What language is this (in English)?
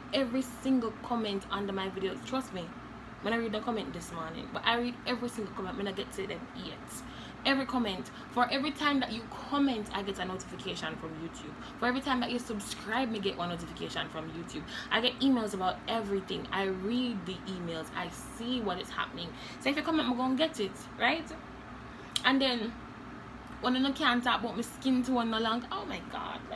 Jamaican Creole English